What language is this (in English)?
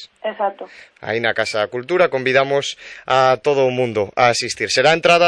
Galician